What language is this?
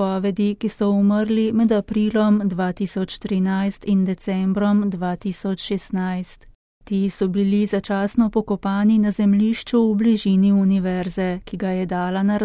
Slovenian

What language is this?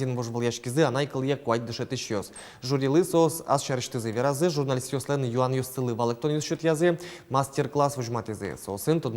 Udmurt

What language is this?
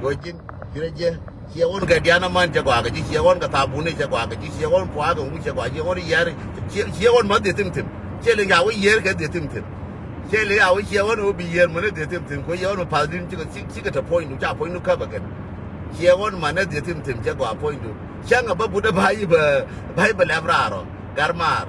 Nuer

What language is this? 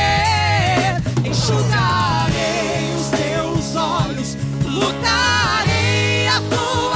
Portuguese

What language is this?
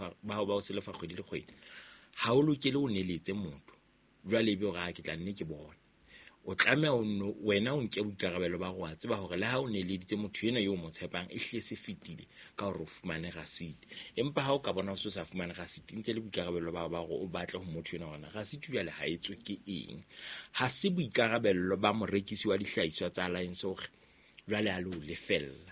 Southern Sotho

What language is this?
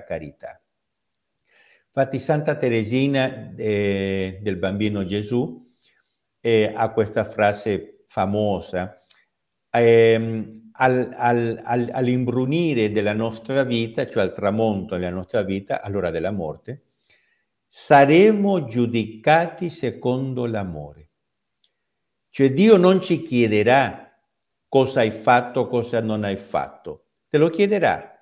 Italian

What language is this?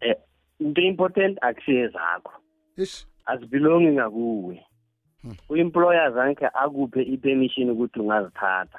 South Ndebele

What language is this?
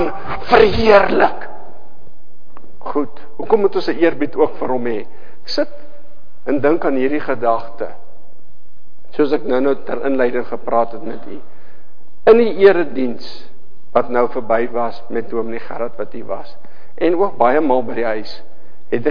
Afrikaans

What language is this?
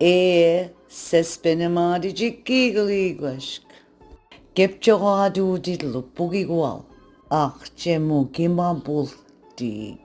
Mi'kmaw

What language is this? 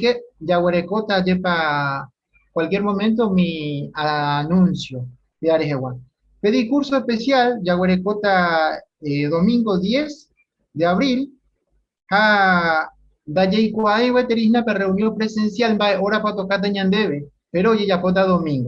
Guarani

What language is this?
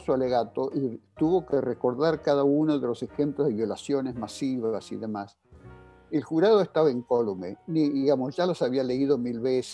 Spanish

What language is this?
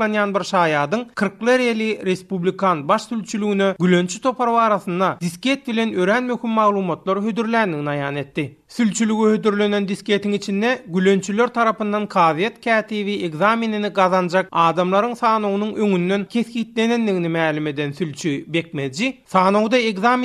Turkmen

